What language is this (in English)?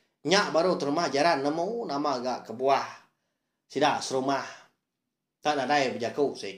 Iban